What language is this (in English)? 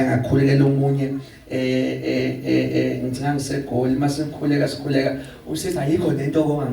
Zulu